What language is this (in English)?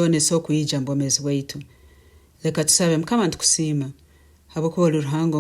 Nyankole